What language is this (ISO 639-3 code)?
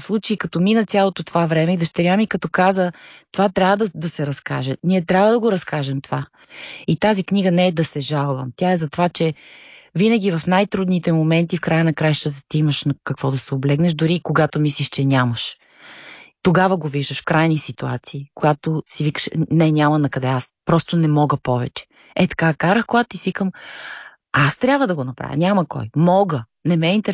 bul